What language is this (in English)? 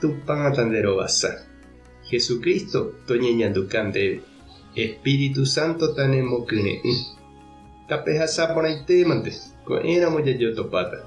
Guarani